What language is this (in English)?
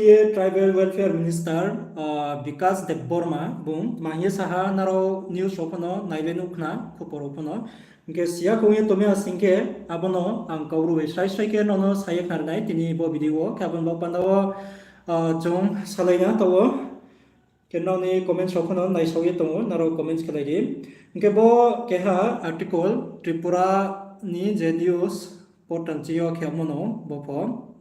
Riang (India)